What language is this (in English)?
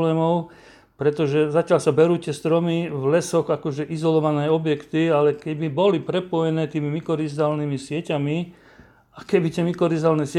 Slovak